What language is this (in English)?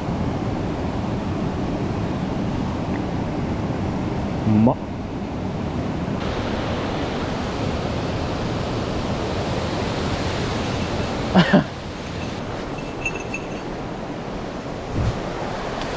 Japanese